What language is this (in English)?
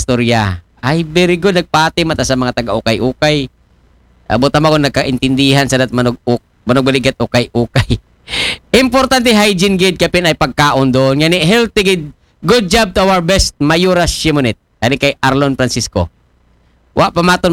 Aklanon